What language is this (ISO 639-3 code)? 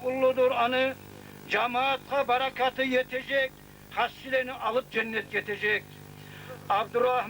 kum